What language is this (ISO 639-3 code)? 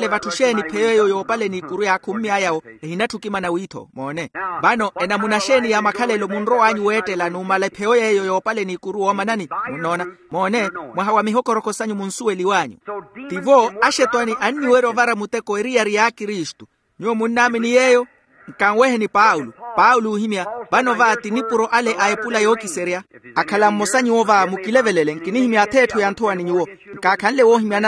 vmw